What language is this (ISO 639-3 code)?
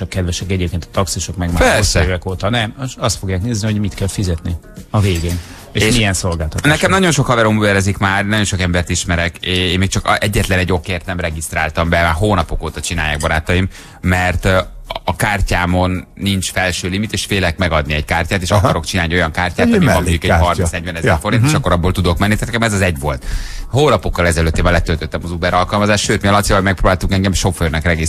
hun